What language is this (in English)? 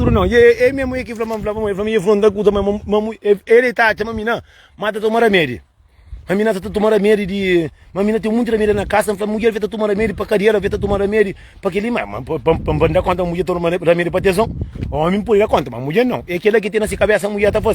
Kabuverdianu